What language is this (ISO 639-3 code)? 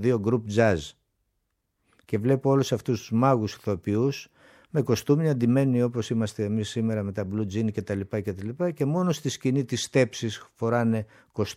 ell